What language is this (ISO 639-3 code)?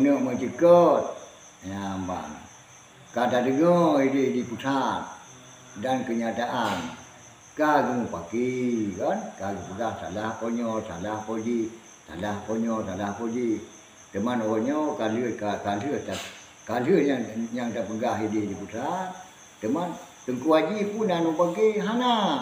ace